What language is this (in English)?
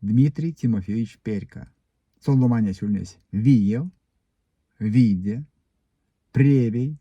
Erzya